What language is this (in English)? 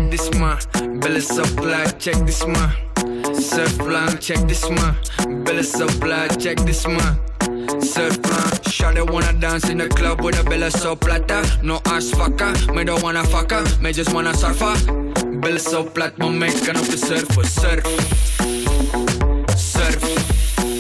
Dutch